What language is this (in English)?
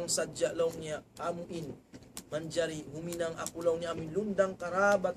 Tausug